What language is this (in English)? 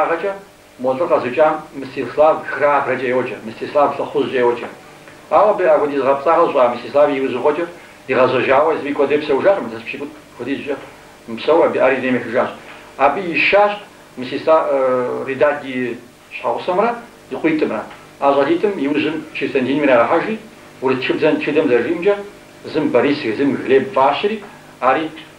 Kabardian